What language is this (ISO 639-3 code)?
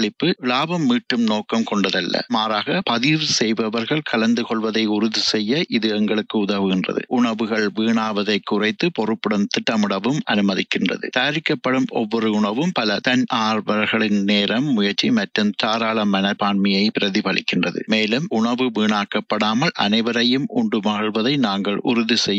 tam